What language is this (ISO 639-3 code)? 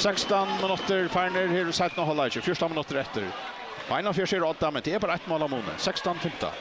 fao